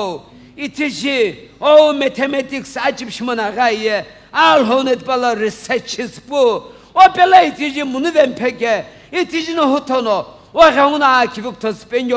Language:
Sumi Naga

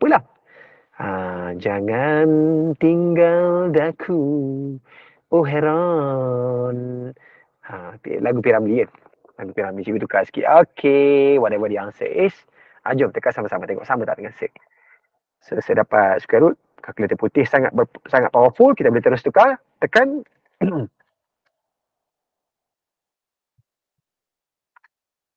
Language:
Malay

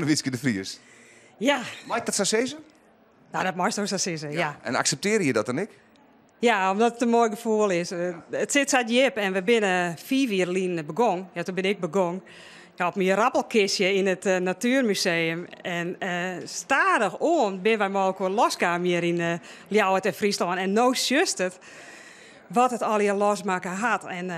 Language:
Western Frisian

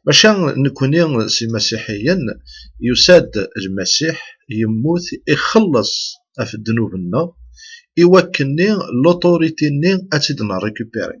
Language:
Kabyle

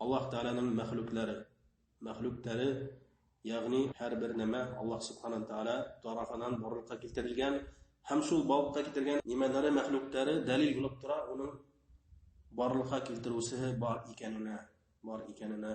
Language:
Bashkir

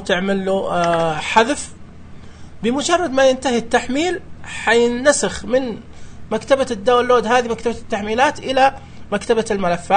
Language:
Najdi Arabic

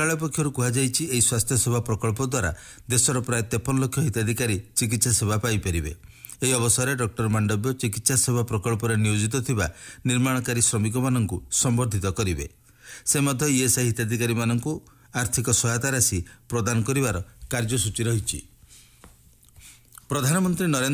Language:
Odia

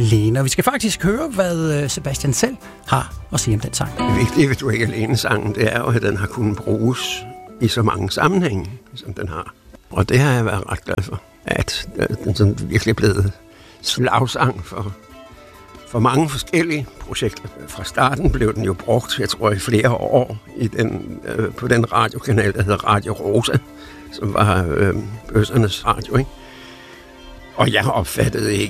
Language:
Danish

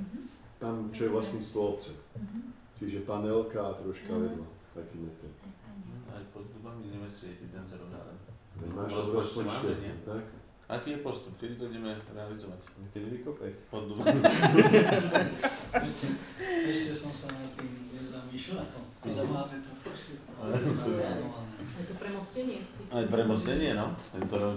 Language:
Slovak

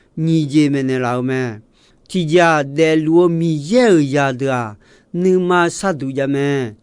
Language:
Akha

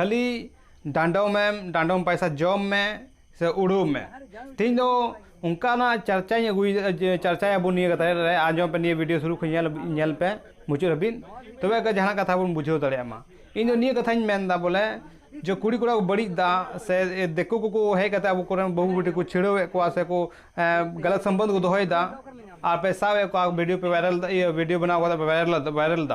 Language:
Santali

